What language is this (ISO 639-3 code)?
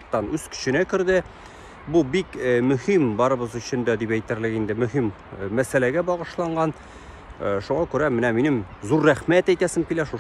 tat